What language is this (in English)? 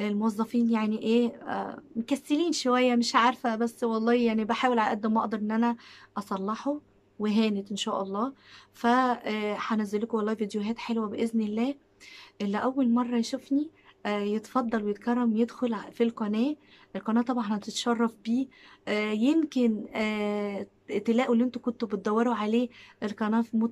Egyptian Arabic